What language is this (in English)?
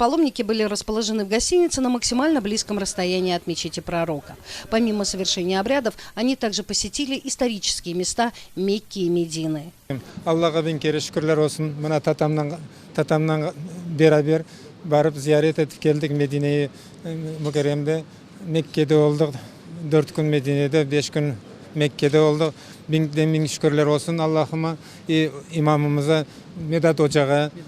Crimean Tatar